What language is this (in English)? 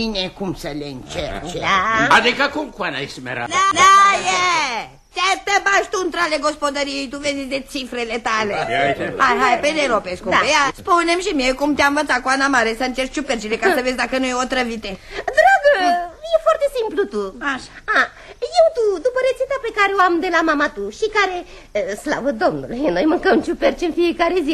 Romanian